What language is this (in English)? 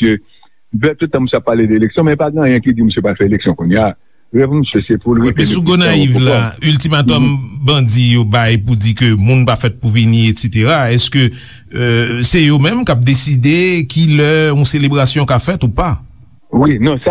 Haitian Creole